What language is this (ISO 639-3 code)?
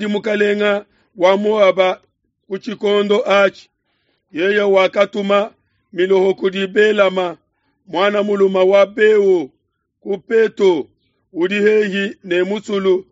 lua